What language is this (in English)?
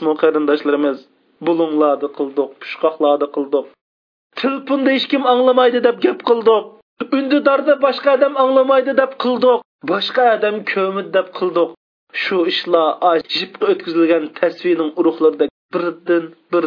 Uyghur